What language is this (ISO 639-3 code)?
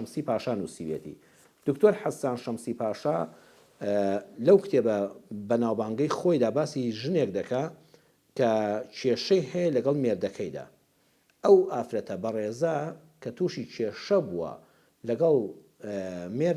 ckb